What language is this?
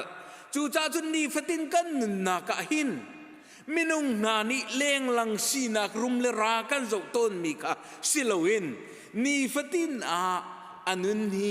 Hakha Chin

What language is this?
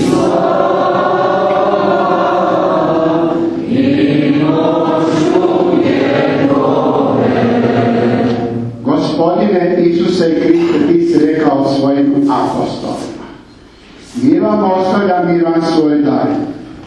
Croatian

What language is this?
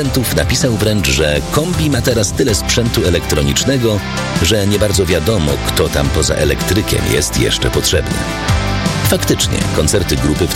Polish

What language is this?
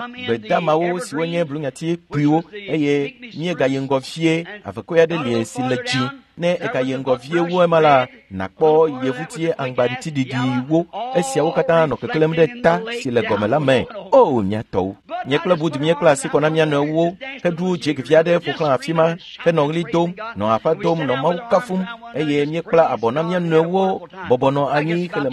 Ewe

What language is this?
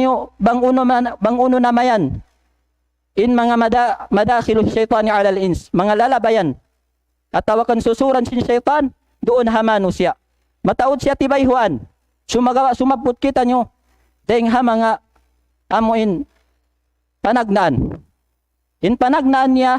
Tausug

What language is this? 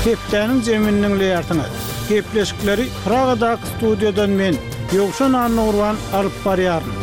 Turkmen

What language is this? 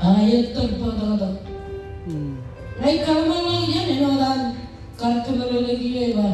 Marshallese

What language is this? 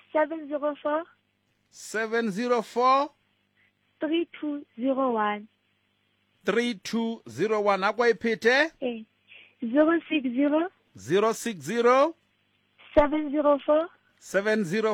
Southern Sotho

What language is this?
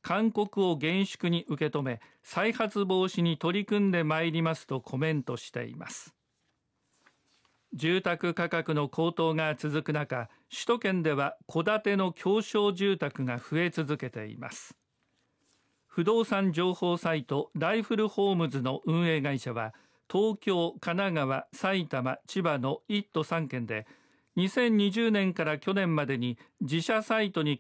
Japanese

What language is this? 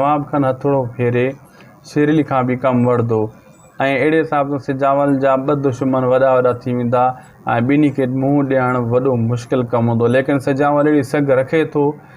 Sindhi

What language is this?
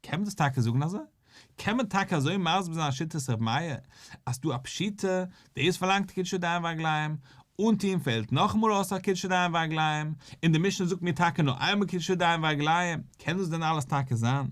Yiddish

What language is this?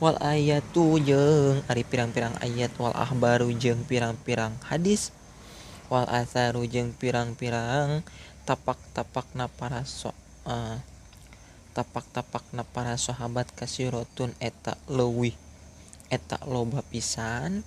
Sundanese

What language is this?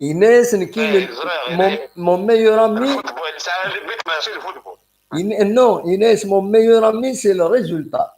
Kabyle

